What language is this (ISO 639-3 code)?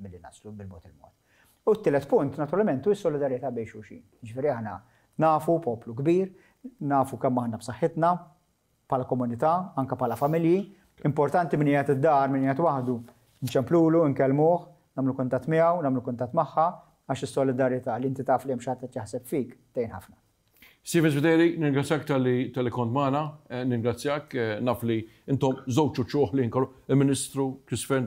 mlt